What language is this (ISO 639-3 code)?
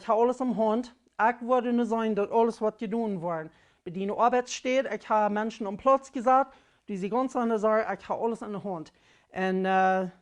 pdt